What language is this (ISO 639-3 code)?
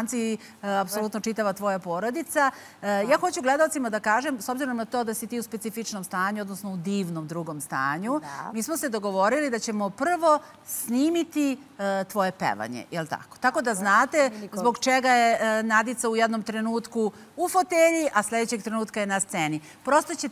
srp